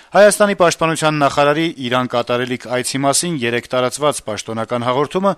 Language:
Armenian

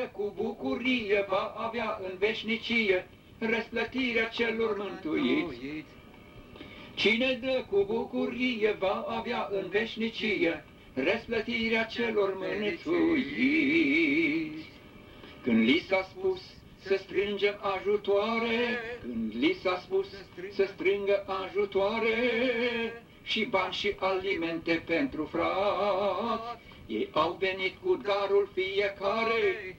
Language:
Romanian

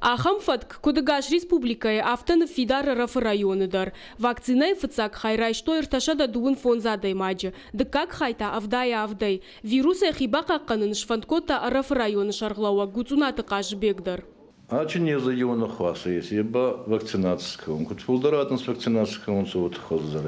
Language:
Ossetic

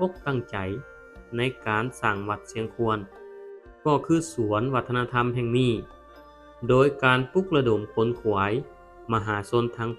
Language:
Lao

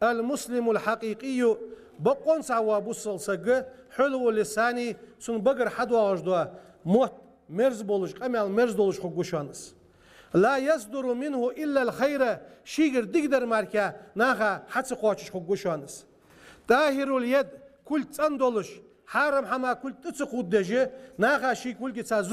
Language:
Ingush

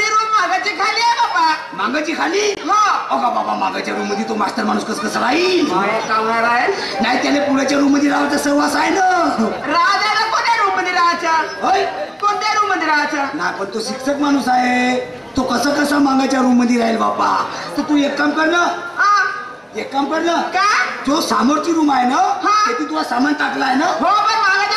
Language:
Marathi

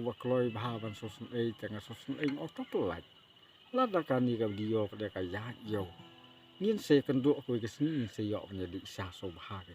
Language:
Khasi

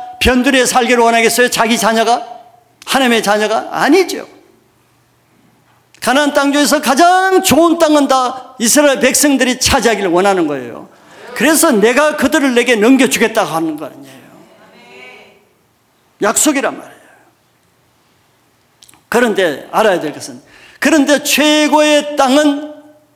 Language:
Korean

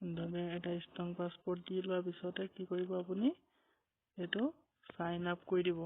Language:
Assamese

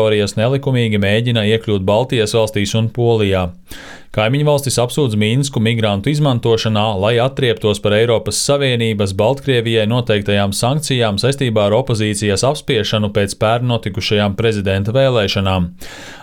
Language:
Latvian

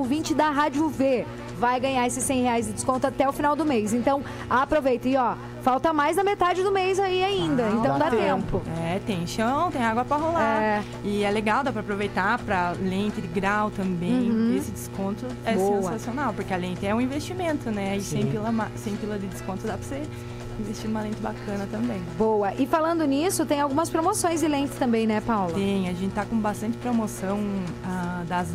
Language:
Portuguese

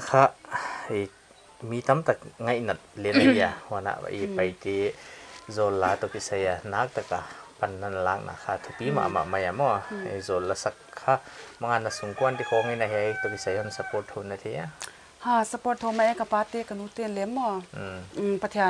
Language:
Paite Chin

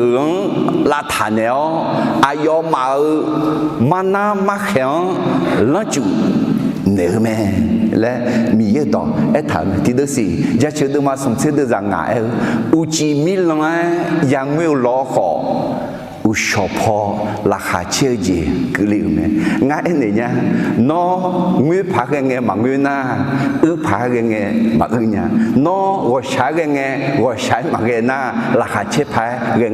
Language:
Akha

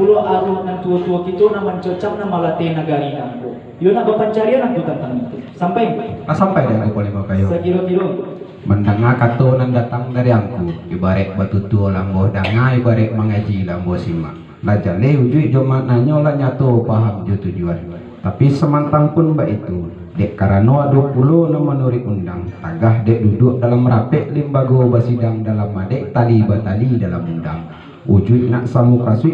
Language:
Minangkabau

